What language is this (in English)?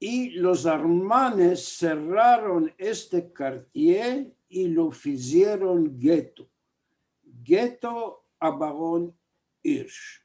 Ladino